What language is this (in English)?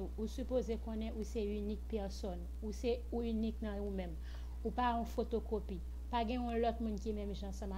Haitian Creole